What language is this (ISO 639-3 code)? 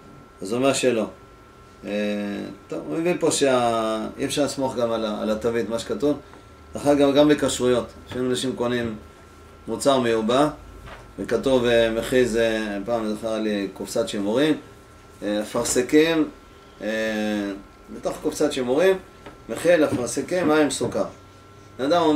heb